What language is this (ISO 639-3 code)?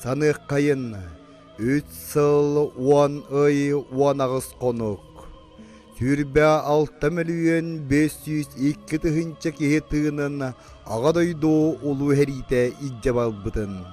sah